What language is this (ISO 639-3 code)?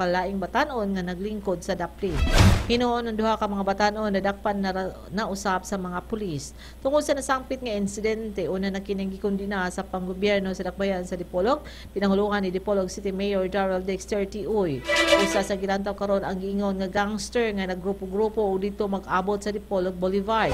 ceb